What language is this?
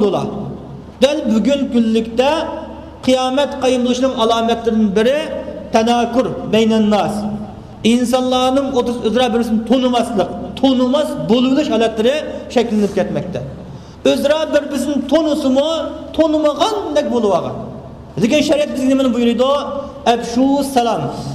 Uyghur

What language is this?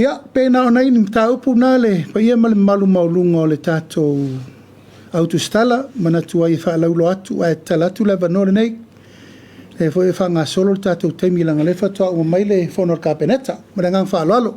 Samoan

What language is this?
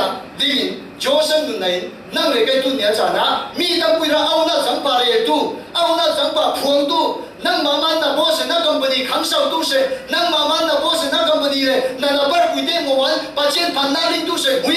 Falam Chin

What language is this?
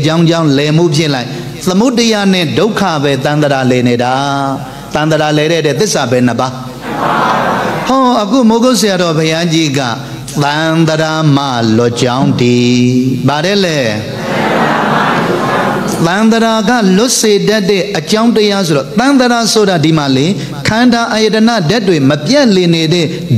Burmese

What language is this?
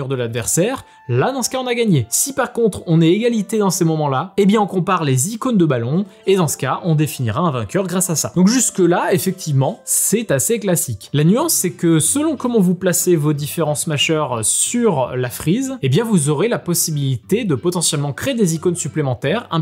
French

